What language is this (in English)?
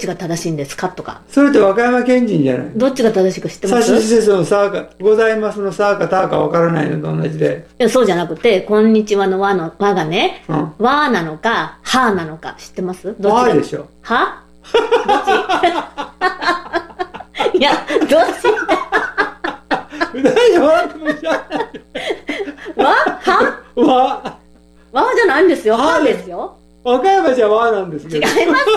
Japanese